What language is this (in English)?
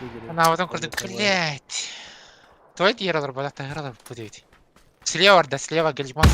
Yakut